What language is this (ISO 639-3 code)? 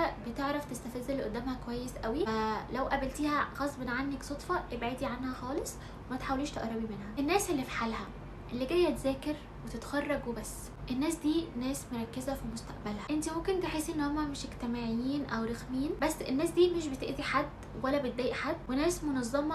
arz